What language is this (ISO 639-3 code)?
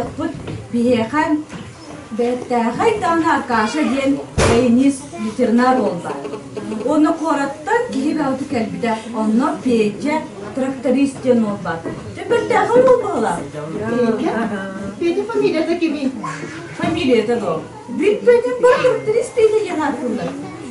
sah